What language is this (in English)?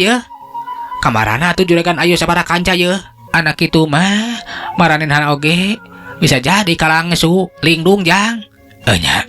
Sundanese